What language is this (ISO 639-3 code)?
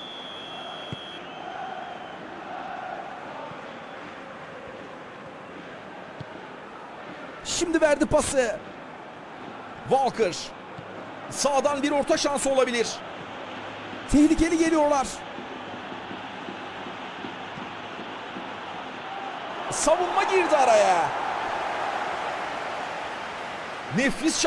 tur